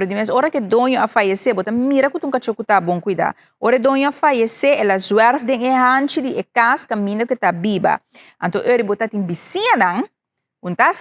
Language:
Papiamento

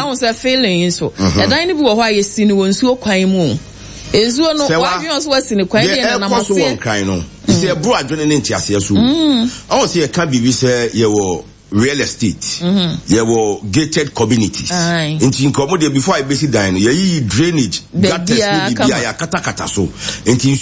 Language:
Akan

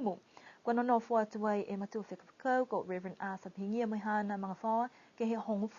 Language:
Niuean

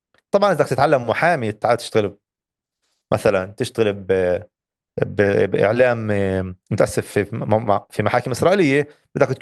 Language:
North Levantine Arabic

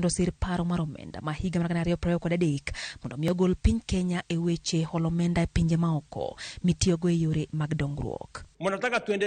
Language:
Luo (Kenya and Tanzania)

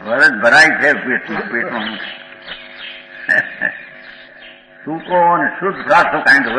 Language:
Gujarati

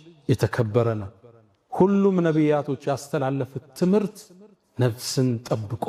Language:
Amharic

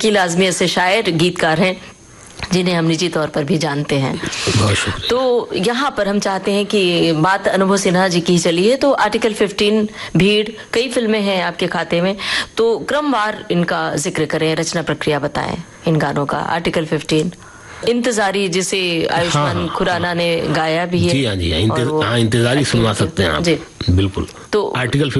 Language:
Hindi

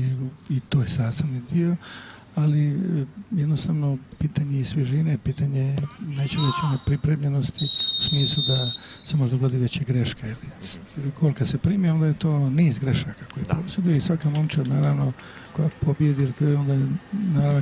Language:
Croatian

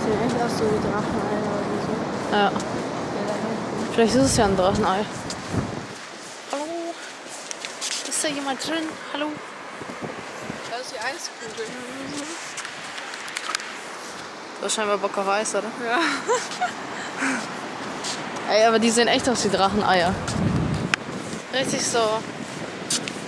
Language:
German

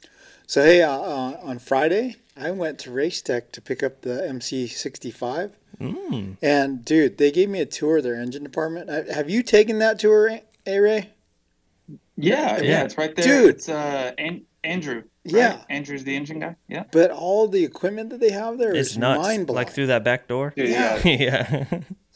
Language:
English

